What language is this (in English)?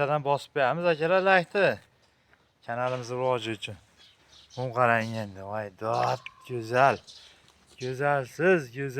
Uzbek